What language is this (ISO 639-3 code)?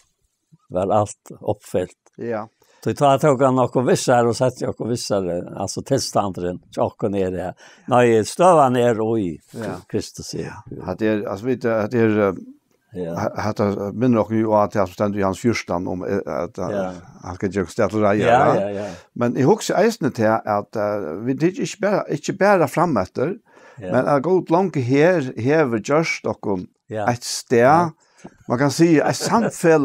fao